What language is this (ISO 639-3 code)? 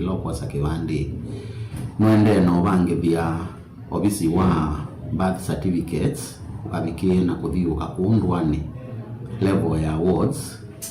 kam